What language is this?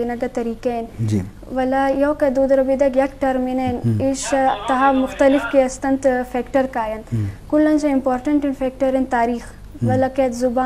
Eastern Balochi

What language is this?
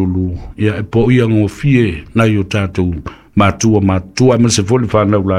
Samoan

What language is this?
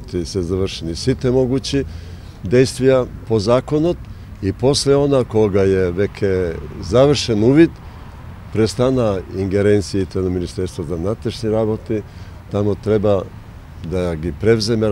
Macedonian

